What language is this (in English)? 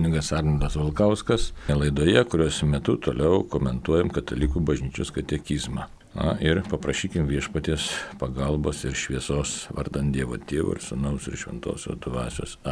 Lithuanian